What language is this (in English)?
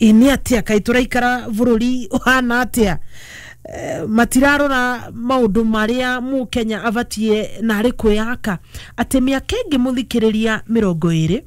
Kikuyu